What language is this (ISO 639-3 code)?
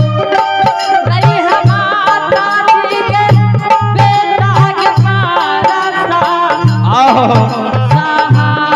anp